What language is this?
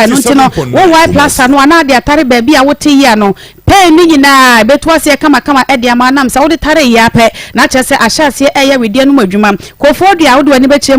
Akan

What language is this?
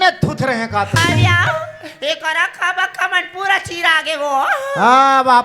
Chhattisgarhi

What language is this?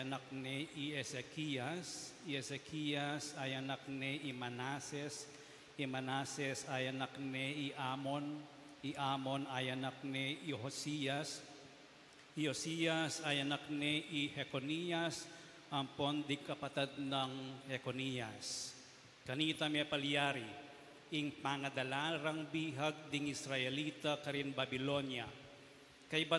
Pampanga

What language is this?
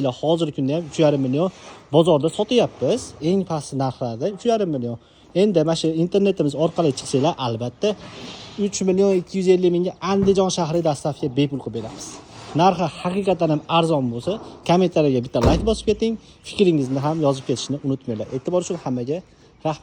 Uzbek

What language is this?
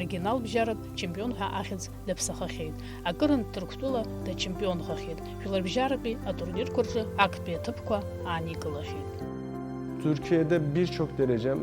Abkhazian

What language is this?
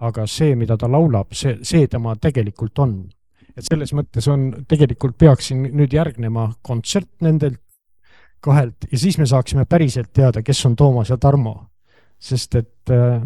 Estonian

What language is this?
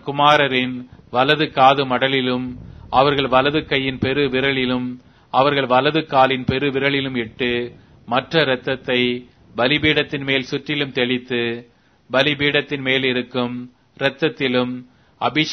Tamil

